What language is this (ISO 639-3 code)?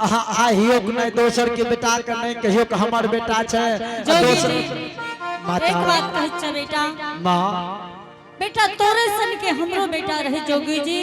anp